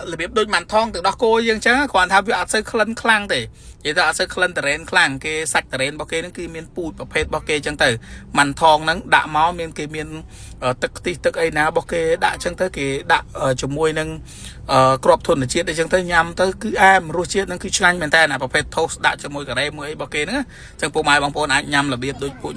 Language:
Khmer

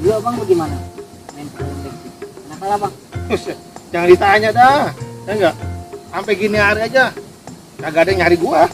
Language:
Betawi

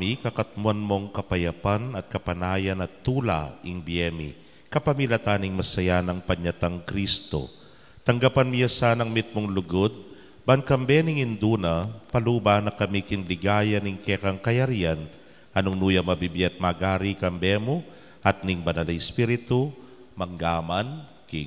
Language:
Pampanga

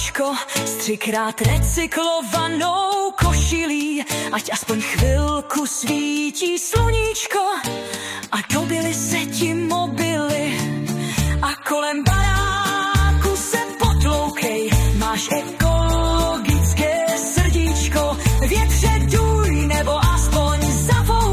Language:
Czech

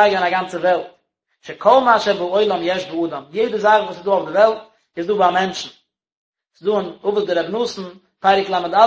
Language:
Yiddish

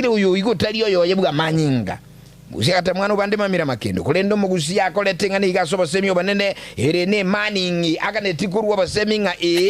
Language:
Gusii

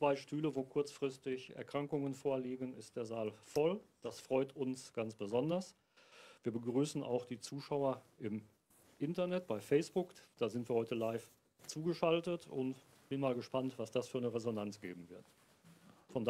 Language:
German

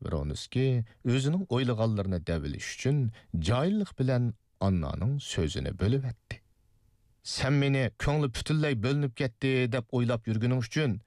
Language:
Uyghur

